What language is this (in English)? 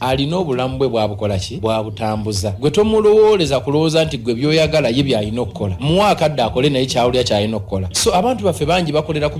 Ganda